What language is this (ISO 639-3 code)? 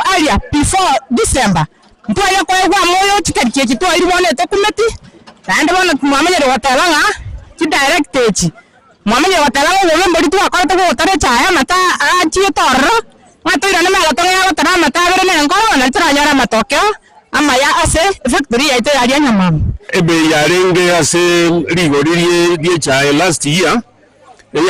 guz